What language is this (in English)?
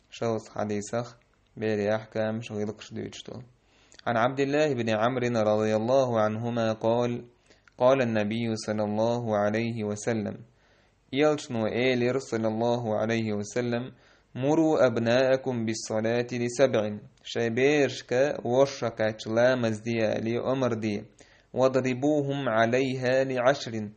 Chechen